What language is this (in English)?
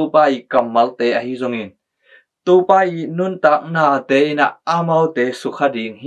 Tedim Chin